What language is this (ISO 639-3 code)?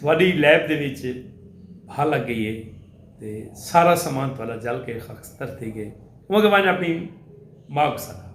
skr